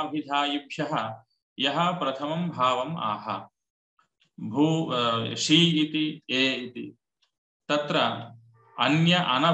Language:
Sanskrit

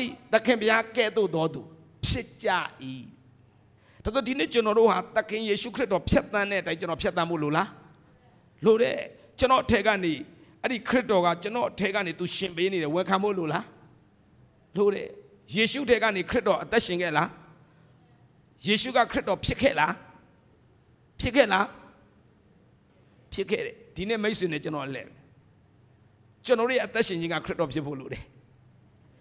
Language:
Burmese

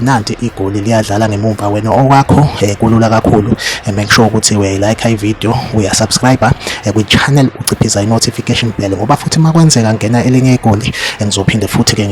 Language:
Zulu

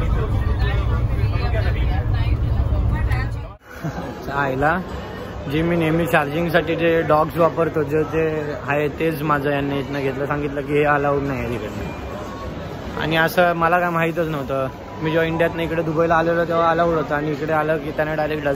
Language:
Marathi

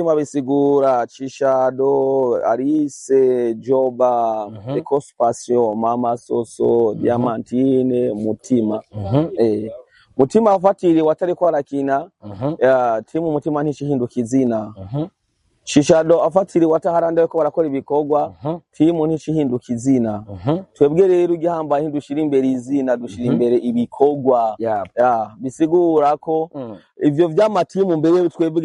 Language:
Rundi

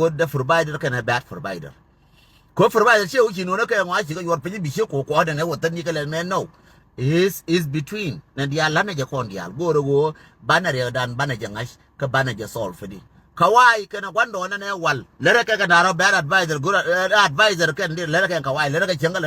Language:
Nuer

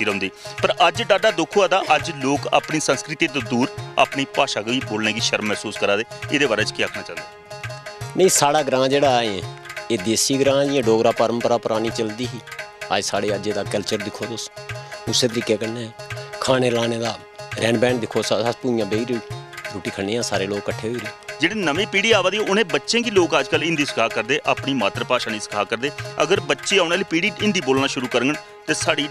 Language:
Dogri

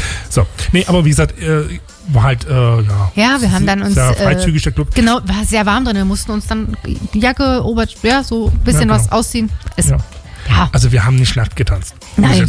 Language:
German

